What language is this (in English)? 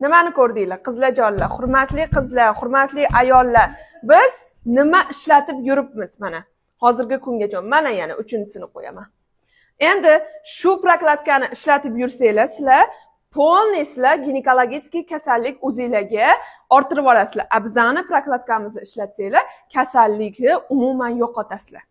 Uzbek